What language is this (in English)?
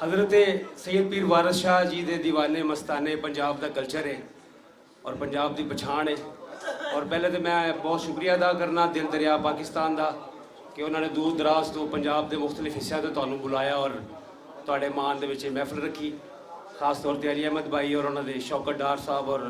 Western Panjabi